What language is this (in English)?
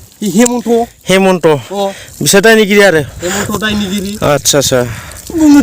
Bodo